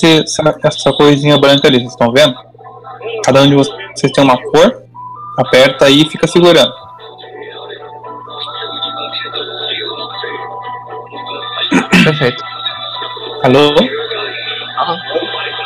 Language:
Portuguese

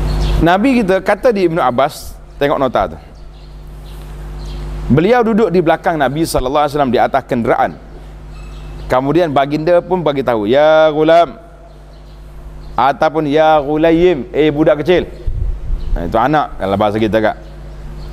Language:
Malay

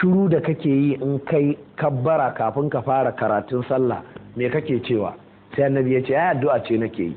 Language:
Hausa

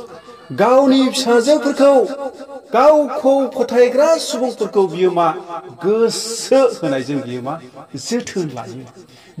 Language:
Bodo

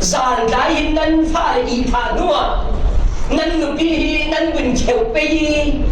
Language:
Falam Chin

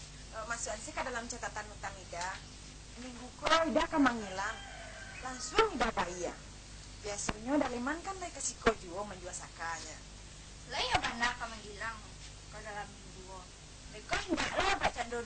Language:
Minangkabau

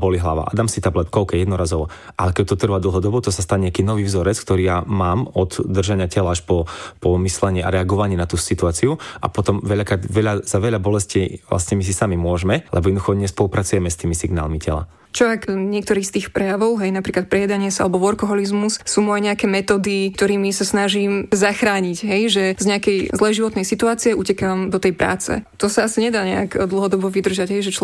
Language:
Slovak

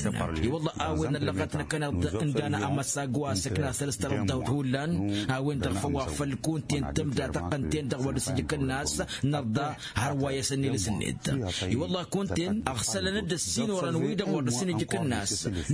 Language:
Tamasheq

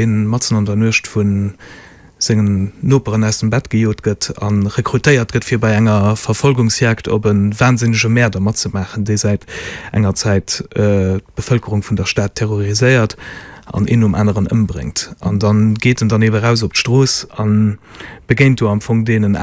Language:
Luxembourgish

